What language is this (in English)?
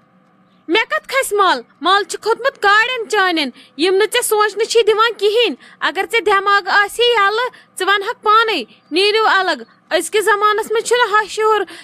Kashmiri